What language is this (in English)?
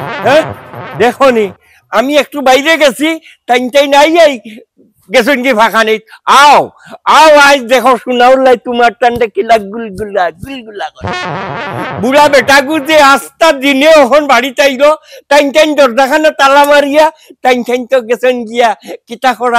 Sylheti